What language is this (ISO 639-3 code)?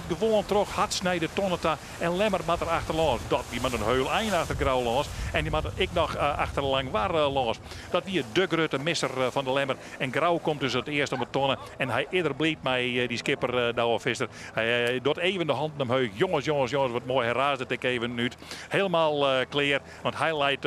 fry